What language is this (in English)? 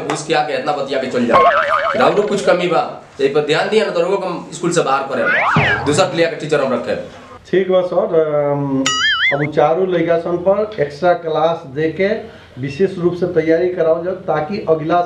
Bhojpuri